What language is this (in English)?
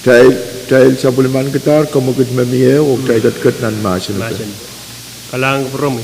Pohnpeian